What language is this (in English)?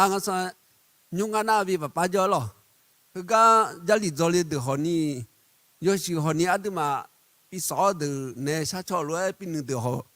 Akha